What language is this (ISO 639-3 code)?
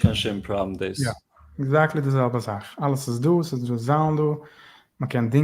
yid